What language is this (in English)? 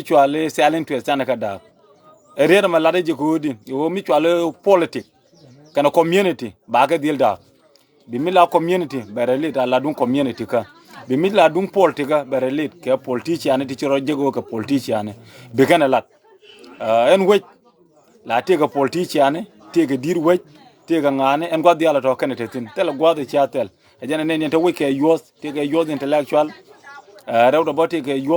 Nuer